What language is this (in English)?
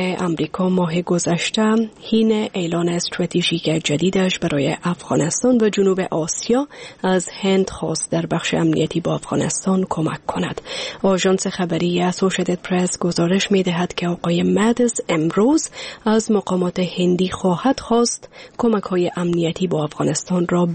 Persian